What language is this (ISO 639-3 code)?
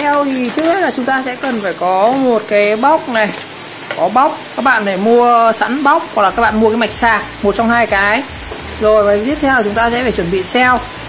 vie